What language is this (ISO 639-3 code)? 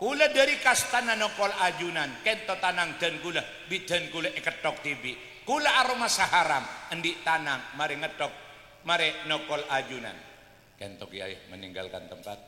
mad